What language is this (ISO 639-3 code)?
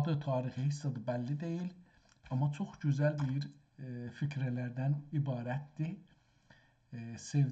azb